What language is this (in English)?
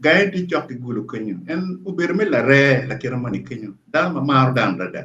Acoli